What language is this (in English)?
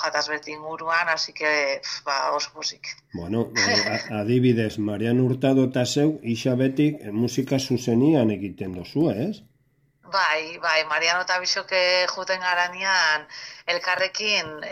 Basque